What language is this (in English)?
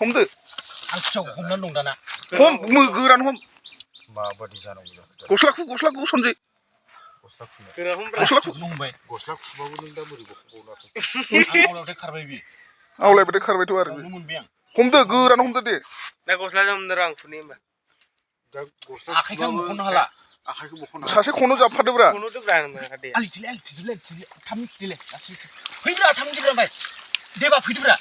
Bodo